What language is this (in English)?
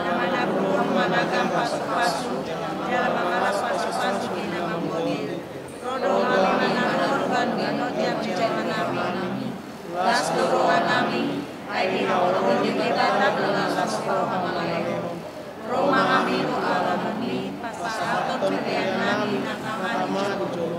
Batak Toba